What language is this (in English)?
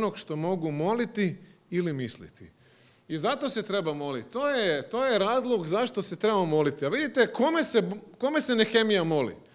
Croatian